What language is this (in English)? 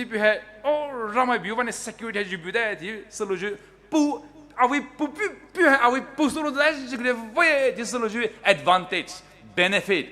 Poumei Naga